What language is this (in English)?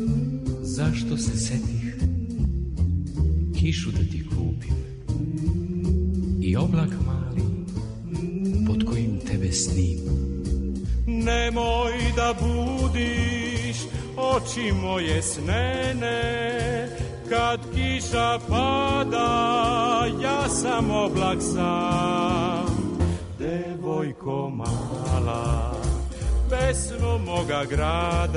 Serbian